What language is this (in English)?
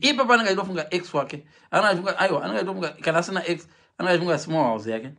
Shona